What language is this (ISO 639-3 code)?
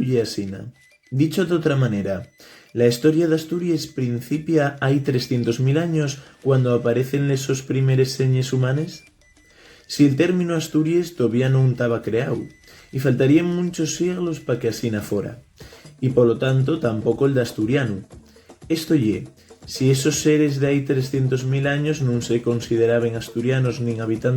ast